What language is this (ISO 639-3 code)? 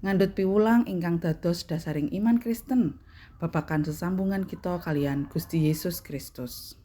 jav